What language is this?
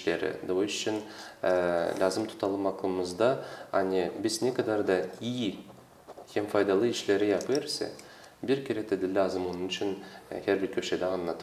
Gagauz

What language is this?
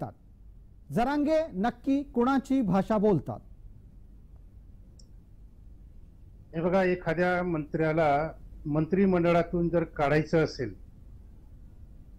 Marathi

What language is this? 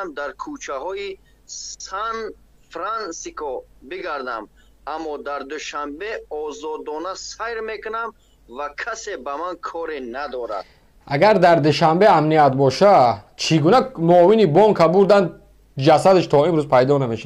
Tajik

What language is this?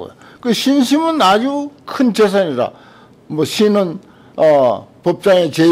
Korean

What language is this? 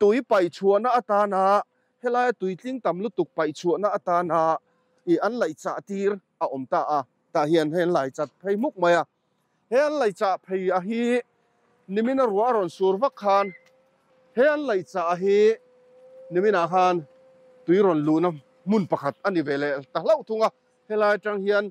Mizo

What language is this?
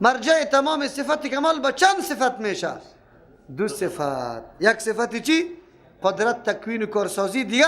Persian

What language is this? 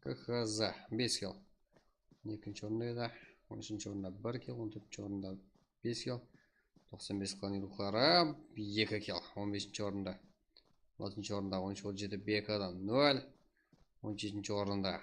Kara-Kalpak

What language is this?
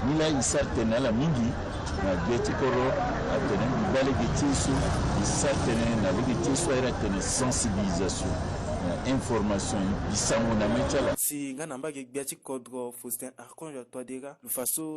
Sango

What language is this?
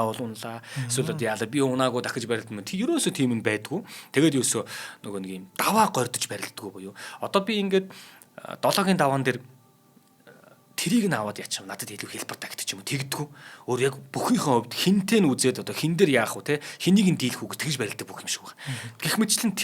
Mongolian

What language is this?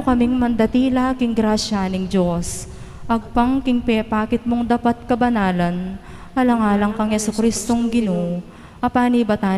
Pampanga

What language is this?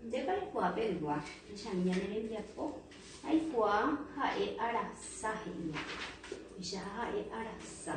Guarani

